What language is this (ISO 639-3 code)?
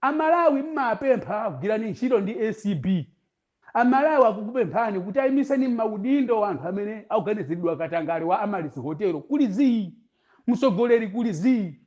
nya